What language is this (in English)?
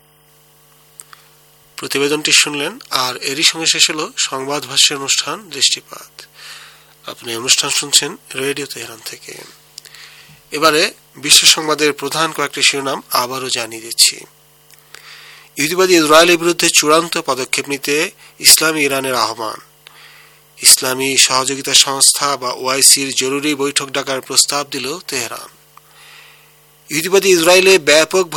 Bangla